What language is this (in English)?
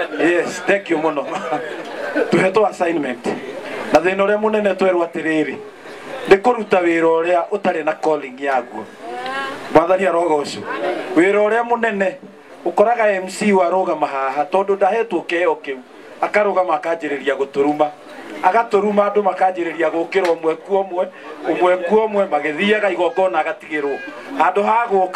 Kikuyu